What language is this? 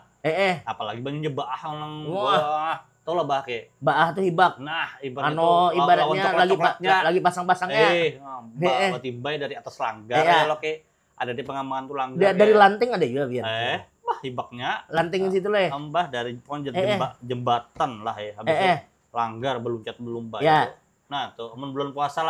Banjar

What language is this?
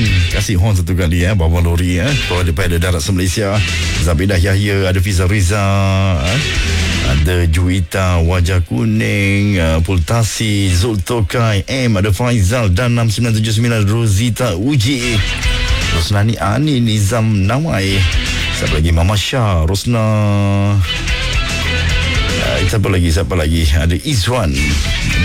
Malay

